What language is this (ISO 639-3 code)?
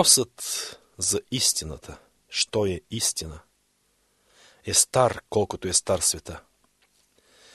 bul